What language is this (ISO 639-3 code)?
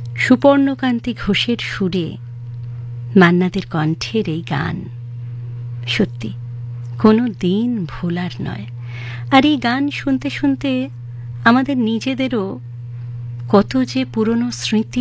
ben